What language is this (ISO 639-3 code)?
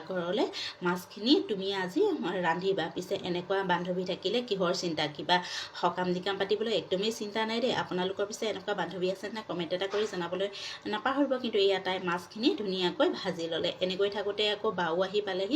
asm